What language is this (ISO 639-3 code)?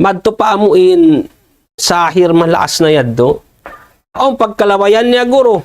tsg